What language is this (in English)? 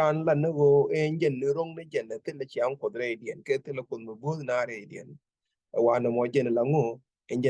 Nuer